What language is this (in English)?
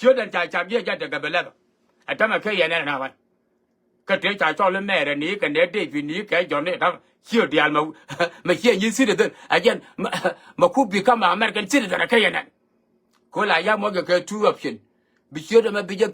Nuer